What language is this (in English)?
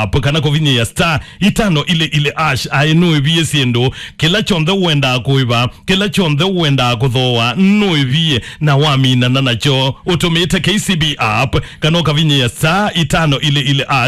Kamba